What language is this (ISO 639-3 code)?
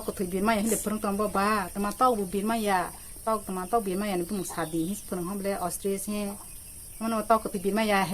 trp